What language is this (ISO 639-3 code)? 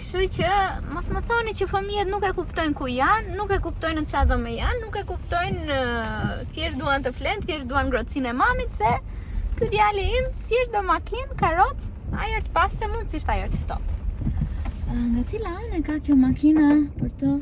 sqi